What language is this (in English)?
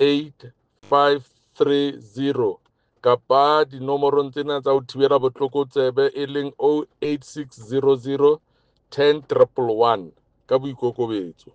Southern Sotho